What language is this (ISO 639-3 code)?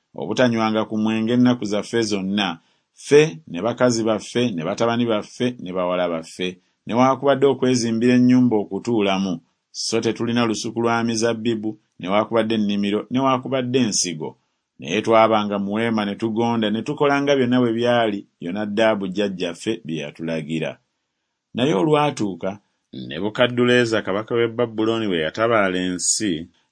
lug